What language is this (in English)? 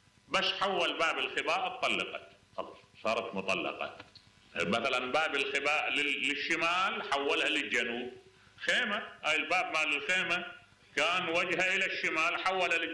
Mesopotamian Arabic